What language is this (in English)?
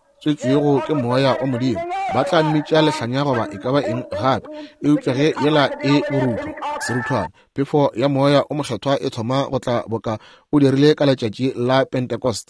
Northern Sotho